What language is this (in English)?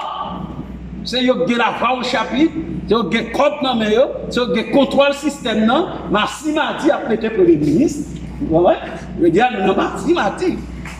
Haitian Creole